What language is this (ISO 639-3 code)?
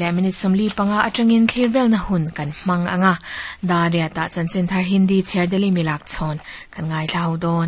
lus